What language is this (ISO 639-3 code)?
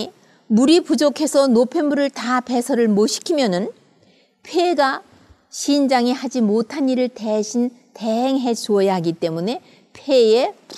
kor